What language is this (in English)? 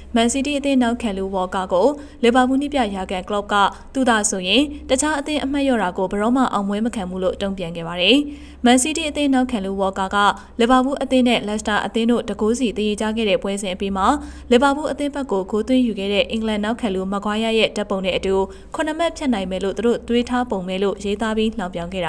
Burmese